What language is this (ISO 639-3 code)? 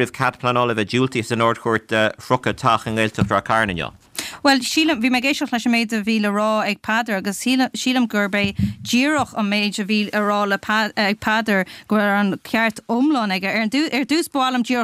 gle